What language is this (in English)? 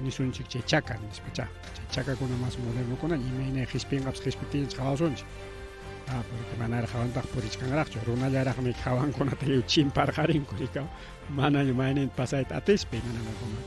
Ayacucho Quechua